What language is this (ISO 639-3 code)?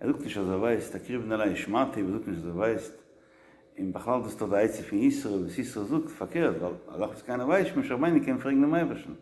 yid